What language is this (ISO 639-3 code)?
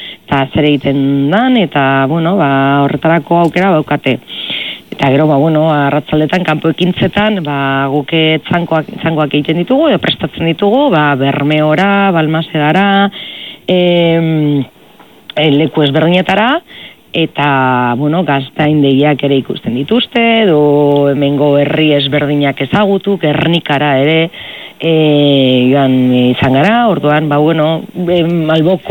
eus